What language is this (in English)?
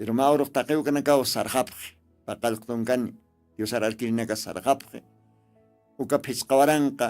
Aymara